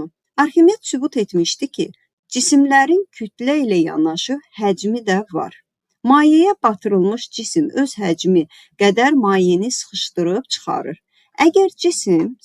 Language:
Azerbaijani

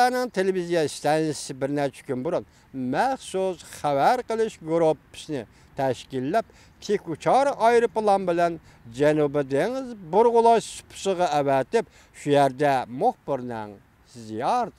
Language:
Uyghur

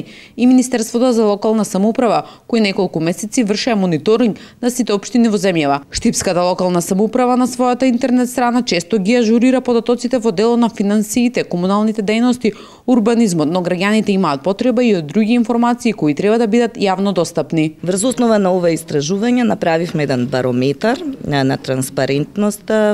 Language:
Macedonian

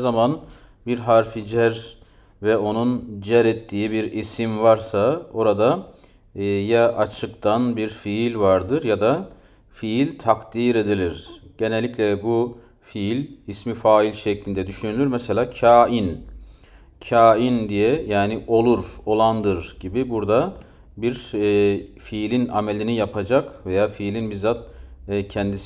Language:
Turkish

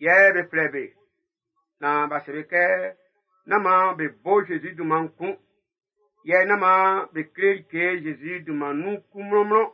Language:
Baoulé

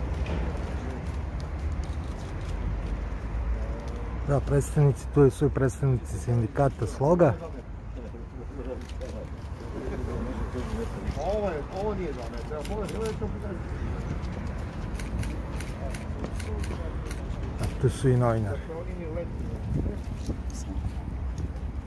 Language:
Serbian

